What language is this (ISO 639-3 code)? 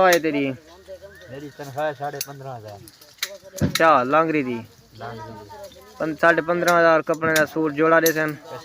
skr